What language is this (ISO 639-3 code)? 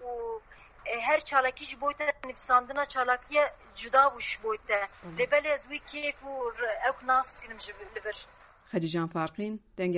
kur